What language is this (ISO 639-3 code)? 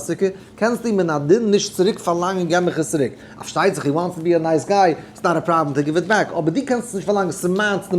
yid